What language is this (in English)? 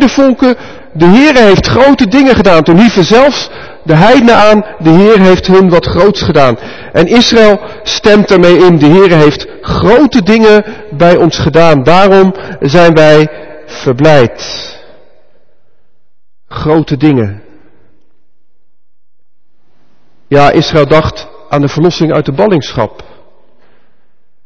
Dutch